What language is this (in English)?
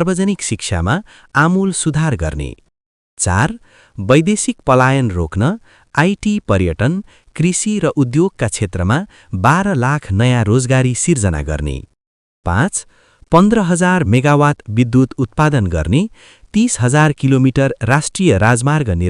Nepali